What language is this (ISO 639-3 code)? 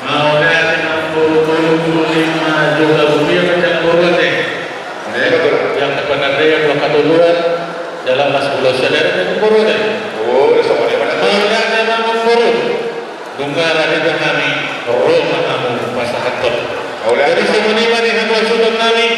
bbc